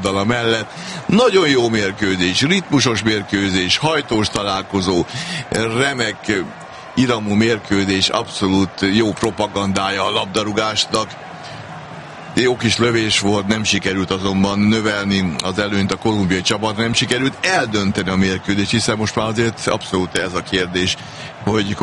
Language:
Hungarian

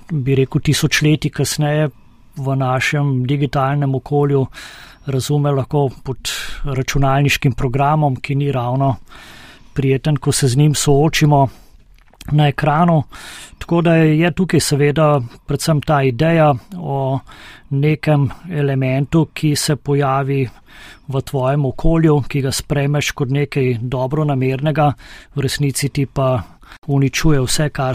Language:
Slovenian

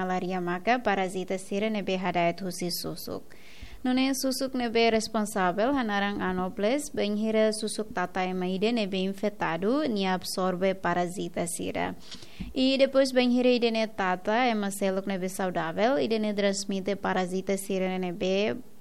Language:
Tetum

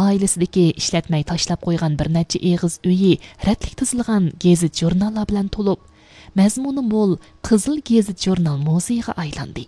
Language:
Uyghur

